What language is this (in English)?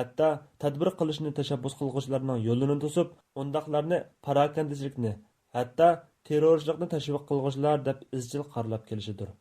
Uyghur